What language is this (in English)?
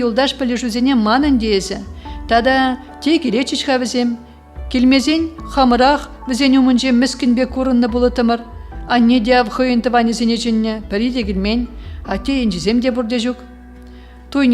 Chuvash